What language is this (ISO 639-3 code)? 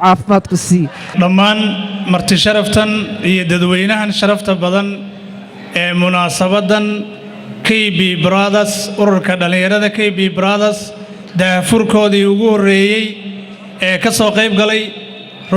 som